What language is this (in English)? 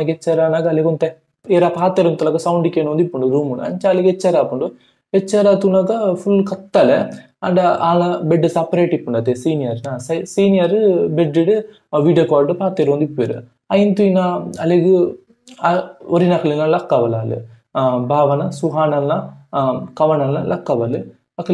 Tulu